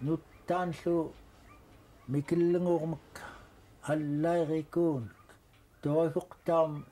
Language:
Central Yupik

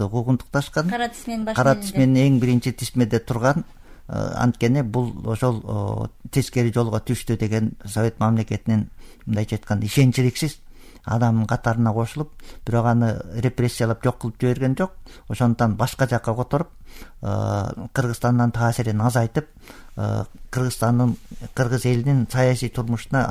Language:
Kyrgyz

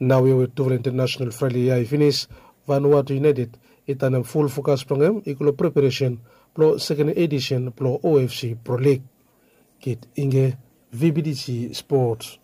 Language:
Bislama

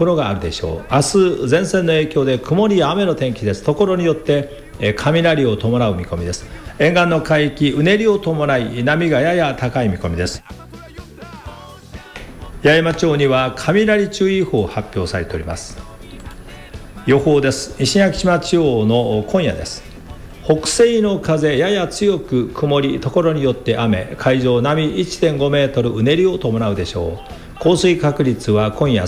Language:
Japanese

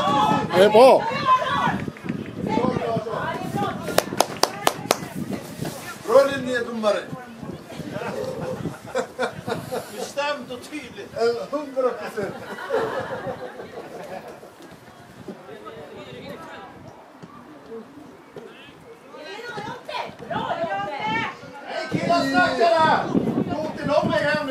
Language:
Swedish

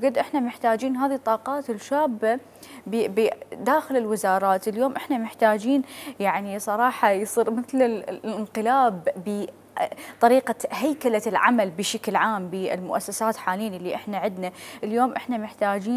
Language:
Mesopotamian Arabic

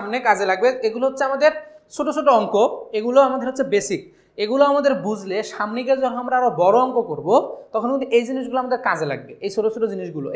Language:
Bangla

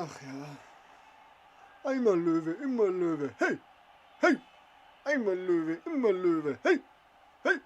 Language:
Bavarian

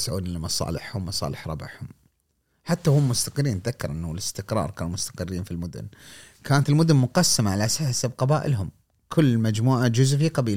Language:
Gulf Arabic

